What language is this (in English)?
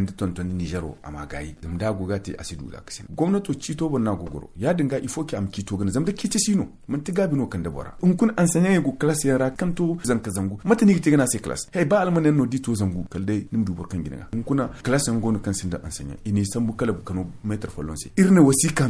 Zarma